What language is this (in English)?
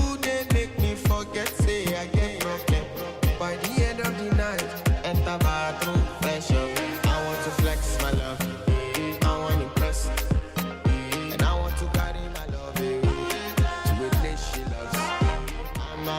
Nyanja